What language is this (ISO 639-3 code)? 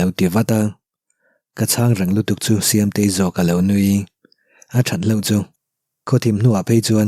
lus